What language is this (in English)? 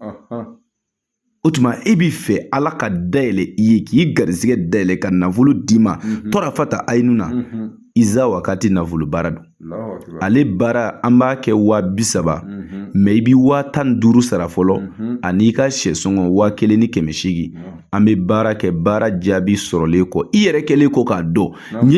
Bambara